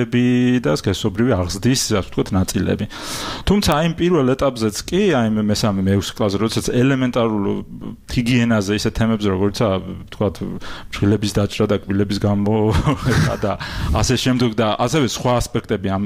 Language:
Georgian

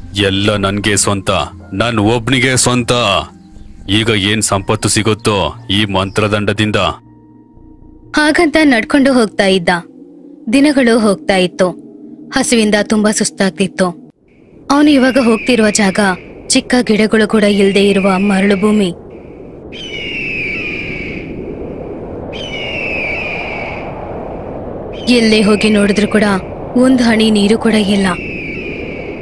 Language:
Kannada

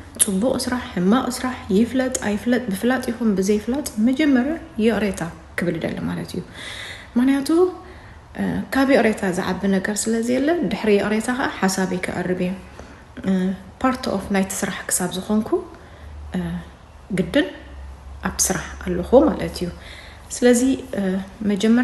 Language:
Tigrinya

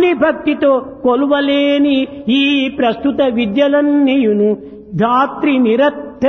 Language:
Telugu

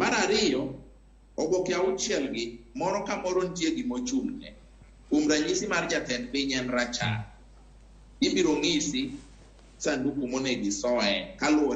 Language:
Luo (Kenya and Tanzania)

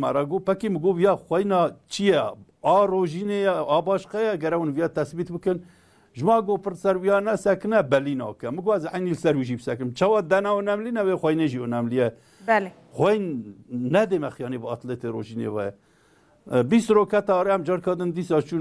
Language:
Kurdish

